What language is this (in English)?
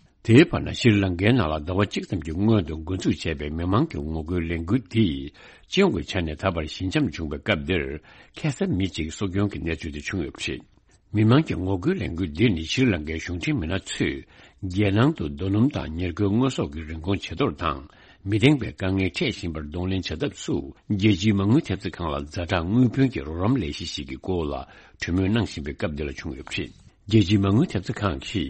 Tibetan